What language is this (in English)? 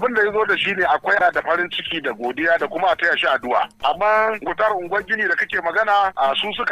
Hausa